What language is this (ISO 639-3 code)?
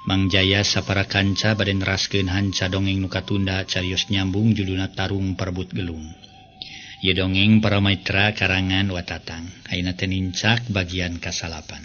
sun